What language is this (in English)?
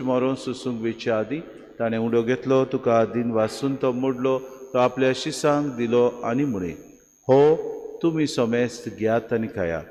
Konkani